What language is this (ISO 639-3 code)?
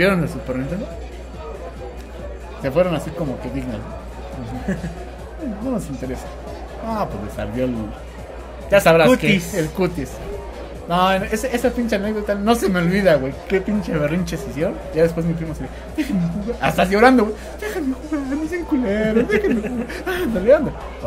spa